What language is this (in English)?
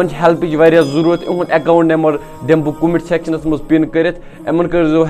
Kashmiri